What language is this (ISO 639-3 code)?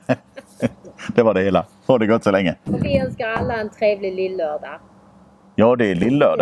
swe